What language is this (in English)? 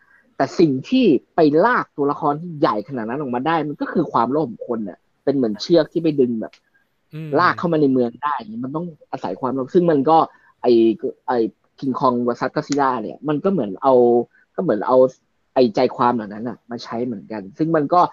Thai